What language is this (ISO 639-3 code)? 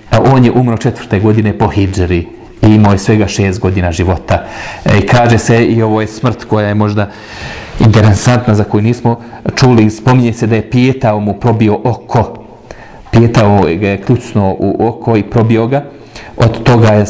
bos